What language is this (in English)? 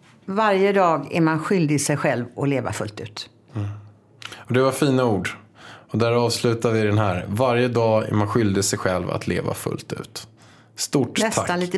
Swedish